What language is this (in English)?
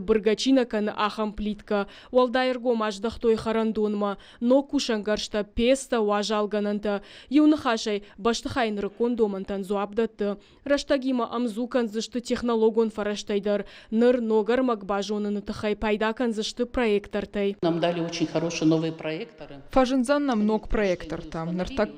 Ossetic